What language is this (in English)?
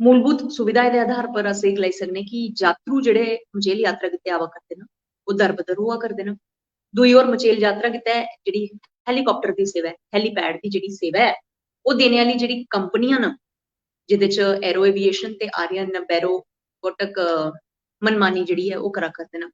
Dogri